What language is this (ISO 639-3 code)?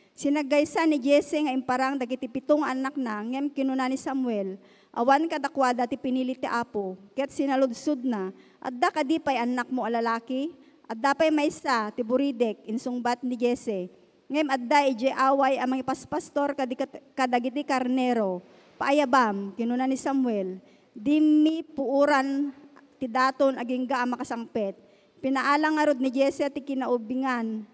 ilo